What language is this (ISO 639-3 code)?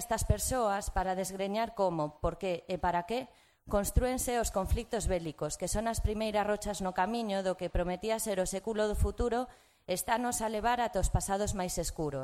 glg